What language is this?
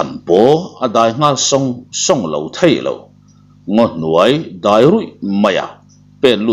Mizo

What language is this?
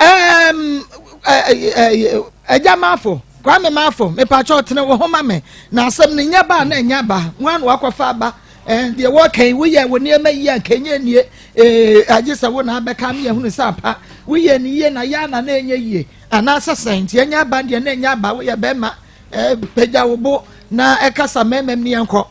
Akan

